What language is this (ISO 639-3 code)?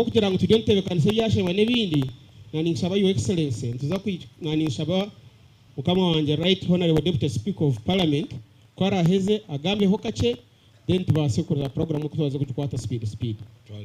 nyn